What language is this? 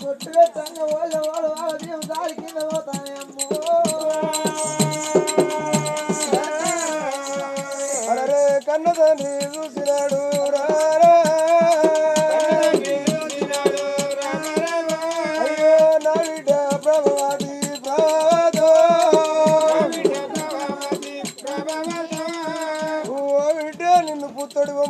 Telugu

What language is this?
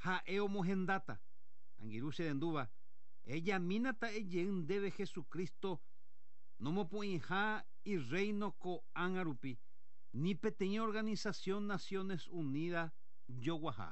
Guarani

